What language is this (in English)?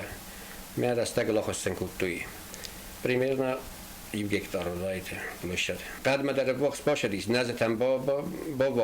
Ossetic